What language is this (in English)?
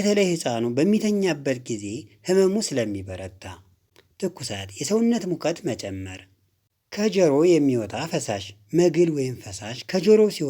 Amharic